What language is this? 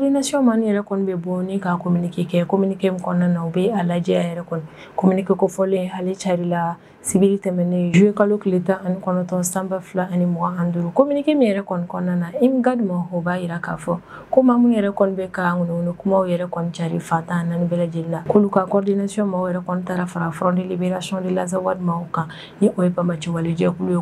Bambara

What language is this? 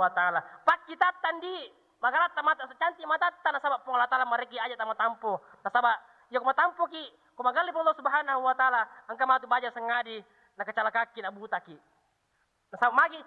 Buginese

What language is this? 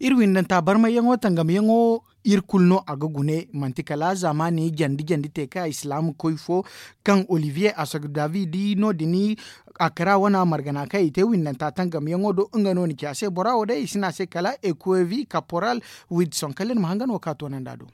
Zarma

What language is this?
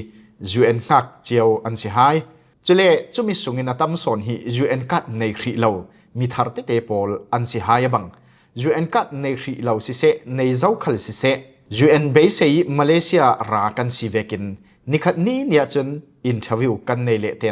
Falam Chin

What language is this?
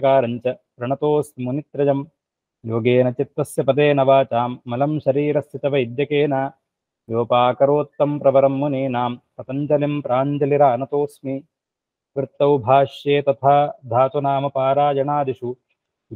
Sanskrit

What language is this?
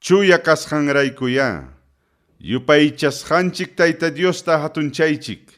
Ayacucho Quechua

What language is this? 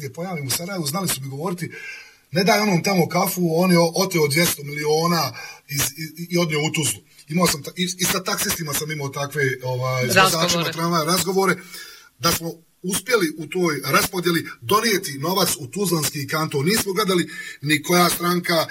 Bosnian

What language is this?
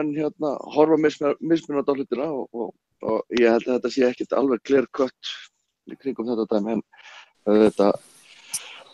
Icelandic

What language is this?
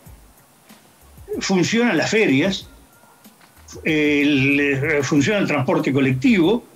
Spanish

